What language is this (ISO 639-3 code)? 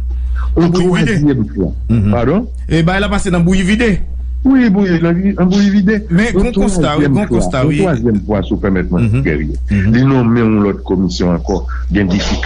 hat